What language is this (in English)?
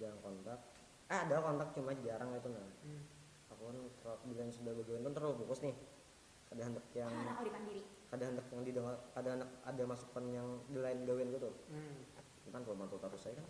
Banjar